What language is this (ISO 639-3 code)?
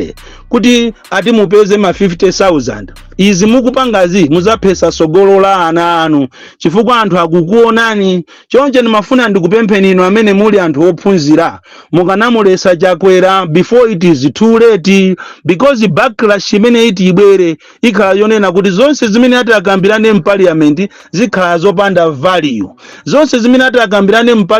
nya